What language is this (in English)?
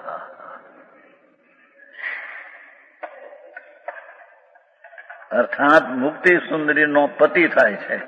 Gujarati